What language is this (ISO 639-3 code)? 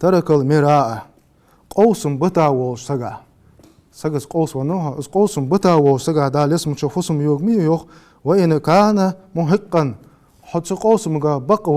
inh